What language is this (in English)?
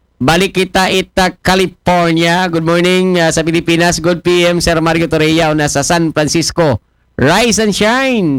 Aklanon